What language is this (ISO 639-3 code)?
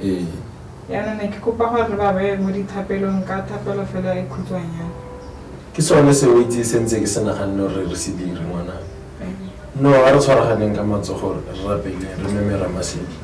tsn